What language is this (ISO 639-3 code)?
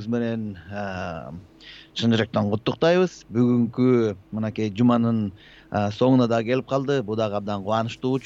kir